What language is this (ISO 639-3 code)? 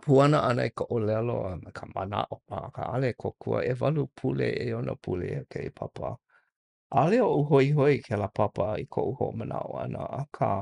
haw